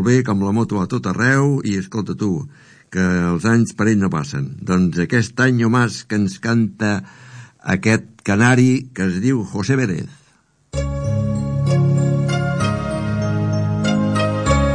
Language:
Catalan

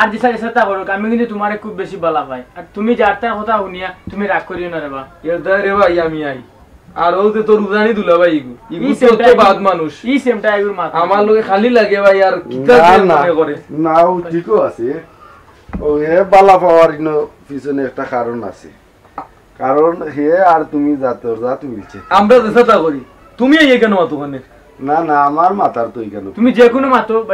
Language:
Sylheti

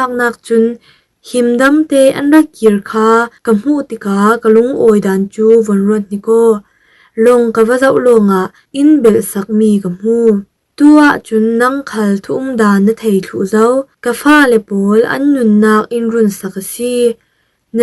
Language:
Falam Chin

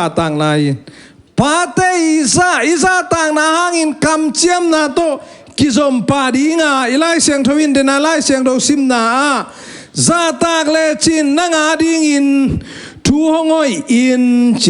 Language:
Tedim Chin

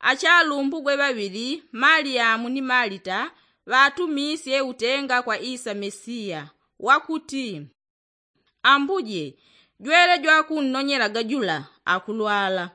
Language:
Yao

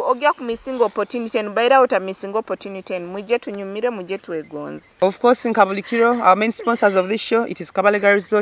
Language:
Nyoro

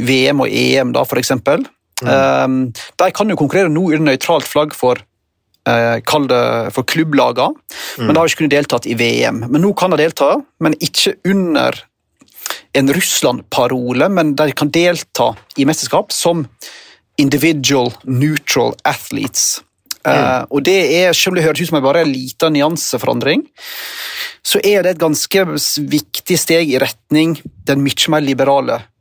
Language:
Norwegian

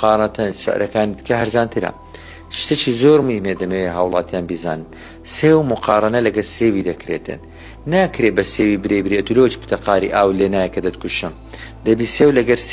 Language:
Central Kurdish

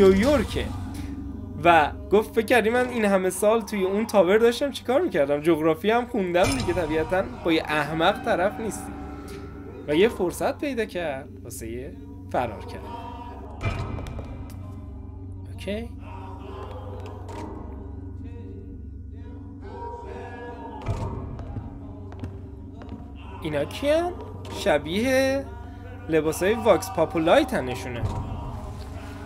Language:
Persian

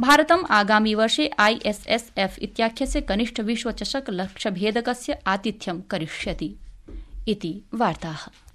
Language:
Sanskrit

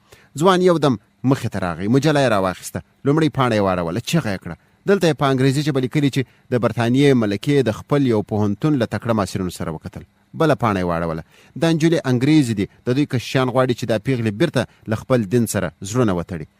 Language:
Pashto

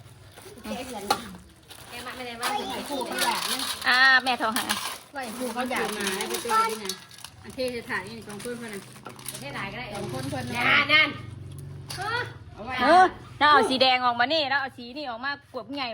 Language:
Northeastern Thai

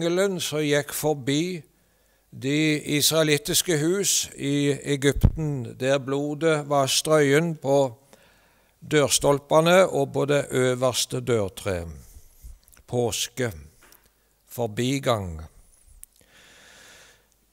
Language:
Norwegian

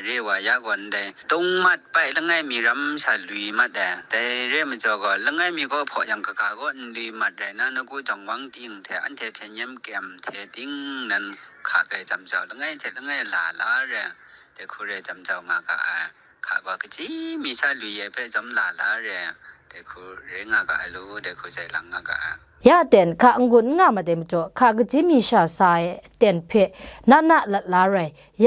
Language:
Kachin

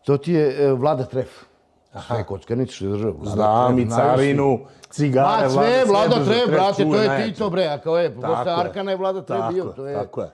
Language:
Bosnian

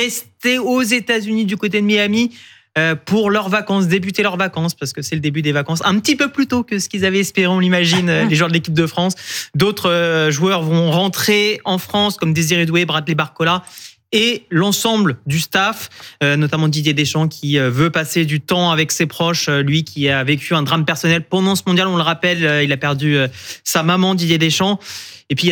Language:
French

